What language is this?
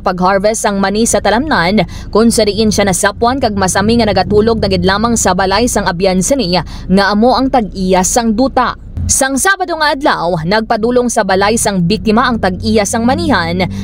Hiligaynon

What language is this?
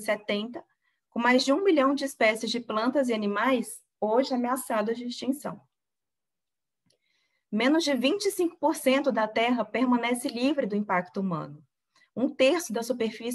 Portuguese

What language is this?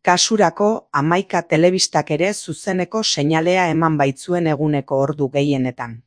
Basque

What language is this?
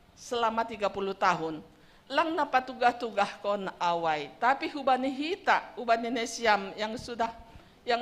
Batak Simalungun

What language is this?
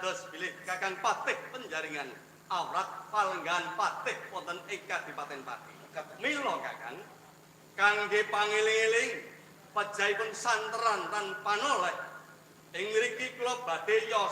Javanese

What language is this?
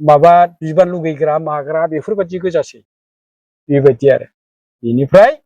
Bodo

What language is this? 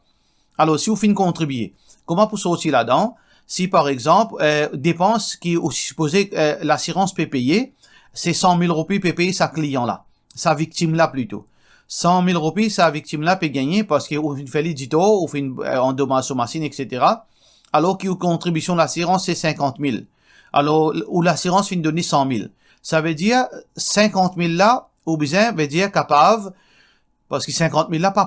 Morisyen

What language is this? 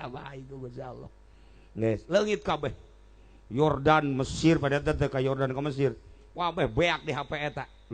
Sundanese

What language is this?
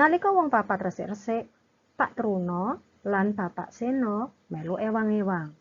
Javanese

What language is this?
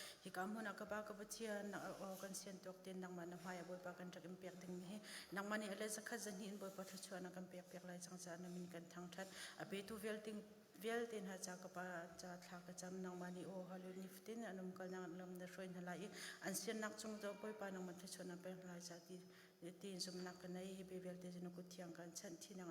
Hakha Chin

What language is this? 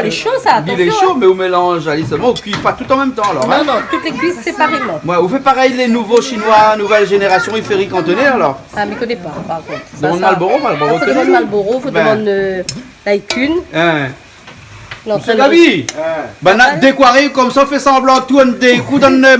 Réunion Creole French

